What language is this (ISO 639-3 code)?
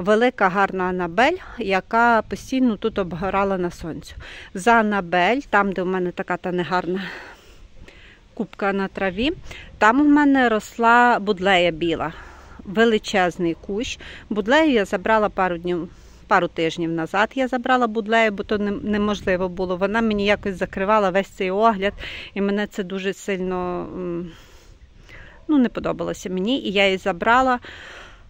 ukr